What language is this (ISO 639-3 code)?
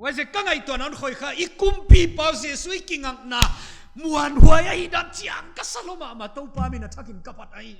pck